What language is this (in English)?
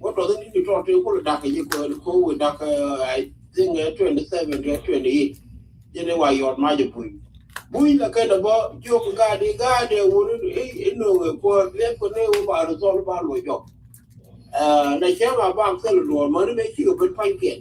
Nuer